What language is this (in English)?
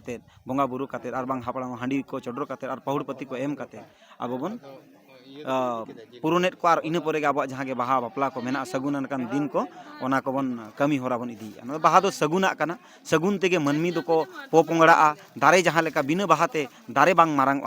Santali